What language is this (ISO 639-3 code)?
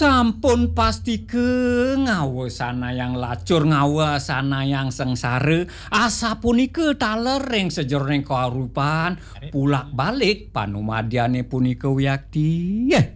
ban